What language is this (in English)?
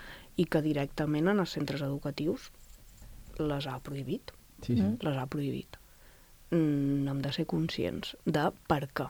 Catalan